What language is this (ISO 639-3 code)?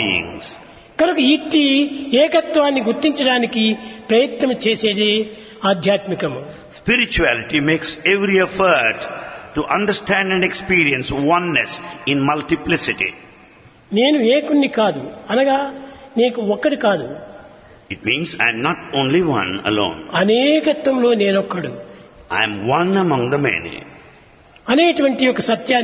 tel